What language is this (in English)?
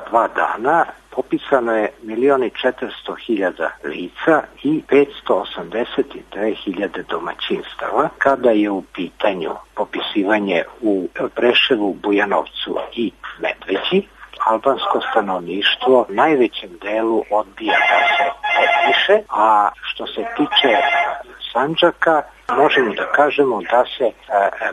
Serbian